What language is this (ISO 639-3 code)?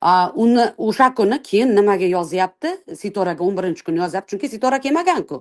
uzb